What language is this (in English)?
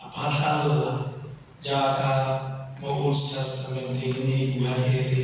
Tswana